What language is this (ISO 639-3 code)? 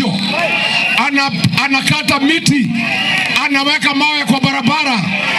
mer